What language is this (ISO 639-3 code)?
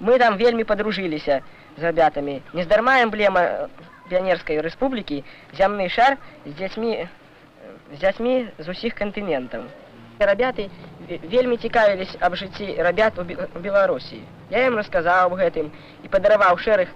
bel